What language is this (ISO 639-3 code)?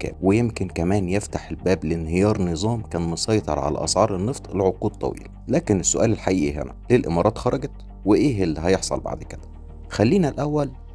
arz